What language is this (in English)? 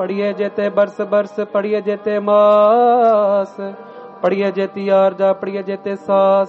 Punjabi